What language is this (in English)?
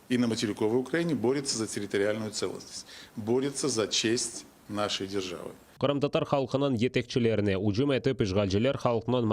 Crimean Tatar